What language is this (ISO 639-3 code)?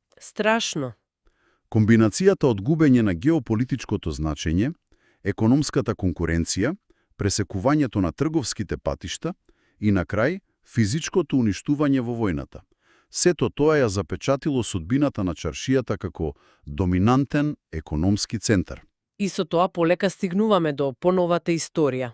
mkd